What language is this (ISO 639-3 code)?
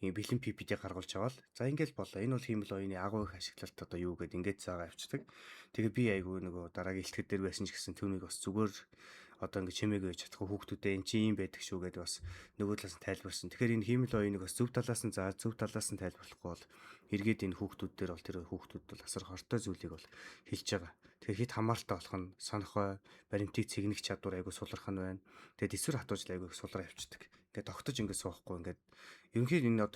mon